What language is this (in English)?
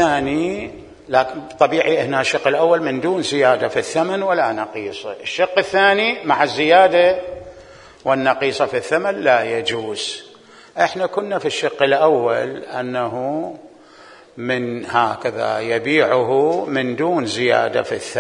Mesopotamian Arabic